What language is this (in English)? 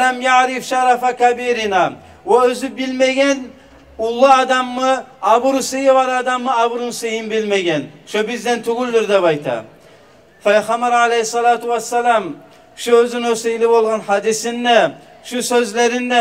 Kumyk